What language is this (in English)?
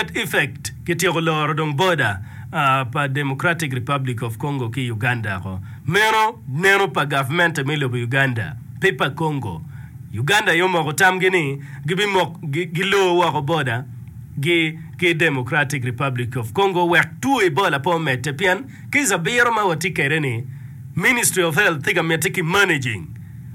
Acoli